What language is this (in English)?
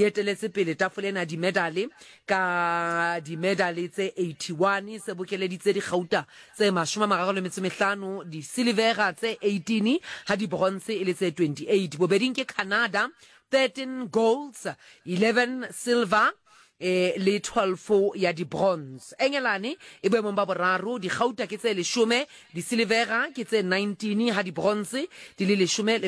Southern Sotho